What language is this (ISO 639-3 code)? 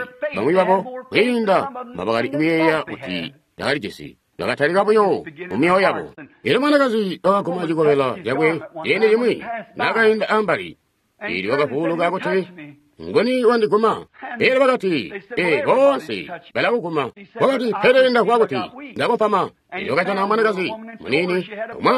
toi